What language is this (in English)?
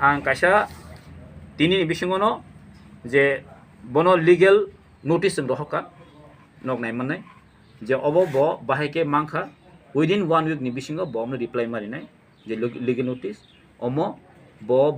Kok Borok